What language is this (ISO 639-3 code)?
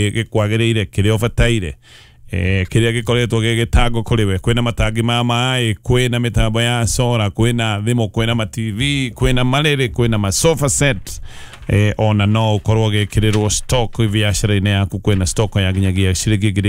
kik